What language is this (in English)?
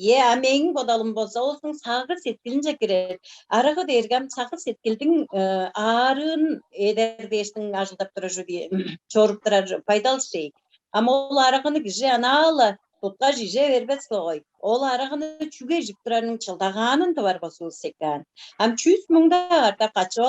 Tuvinian